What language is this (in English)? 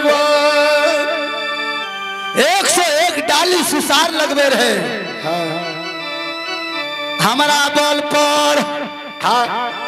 Bhojpuri